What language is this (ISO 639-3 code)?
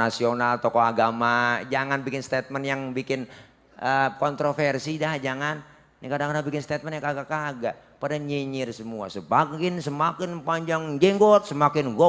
bew